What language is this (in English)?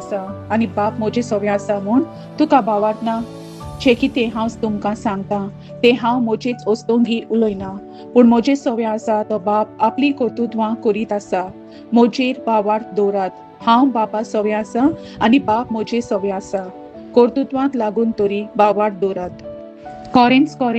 Konkani